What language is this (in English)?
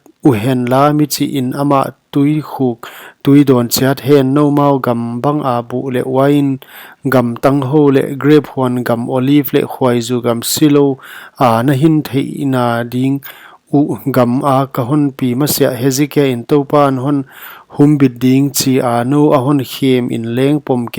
Paite Chin